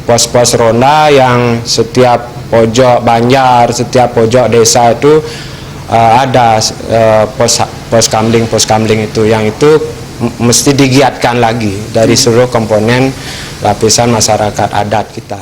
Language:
Balinese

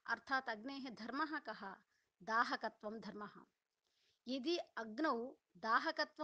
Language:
Sanskrit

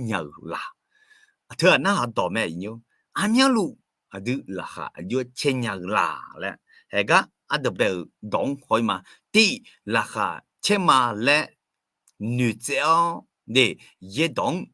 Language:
Akha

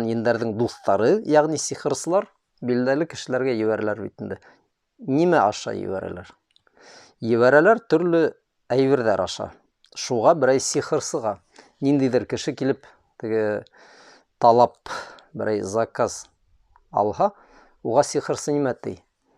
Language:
Bashkir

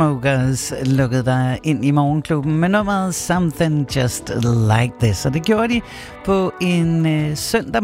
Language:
Danish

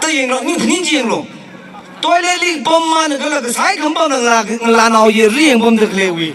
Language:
Tangkhul Naga (India)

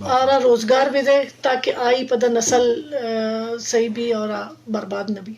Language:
Eastern Balochi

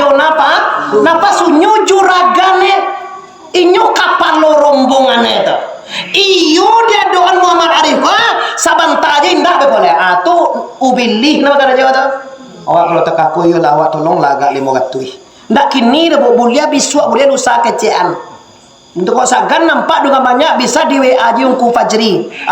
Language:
Minangkabau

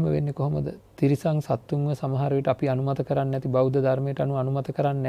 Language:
Sinhala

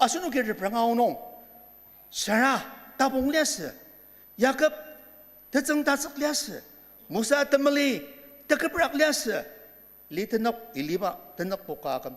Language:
Ao Naga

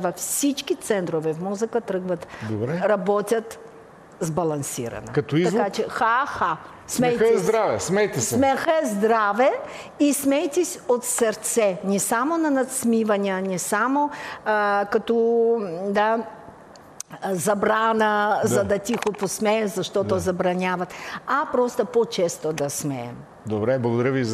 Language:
Bulgarian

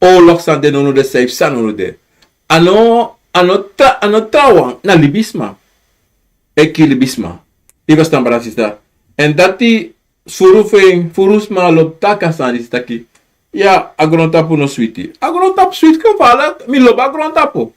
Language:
Sranan Tongo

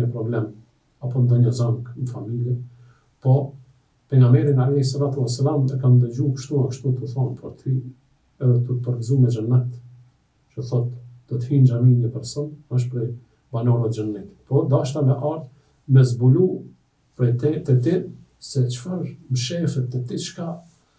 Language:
Albanian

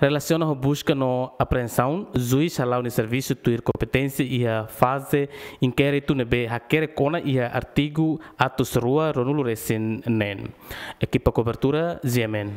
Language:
Tetum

